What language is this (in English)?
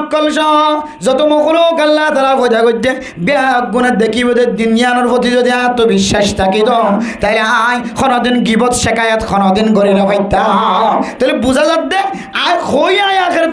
Rohingya